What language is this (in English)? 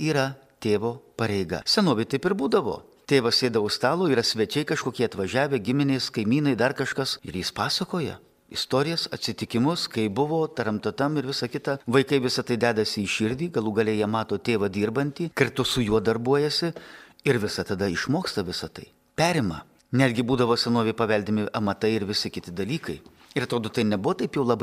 Lithuanian